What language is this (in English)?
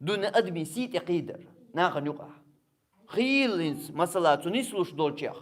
Chechen